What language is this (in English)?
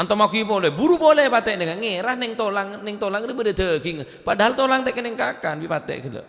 Madurese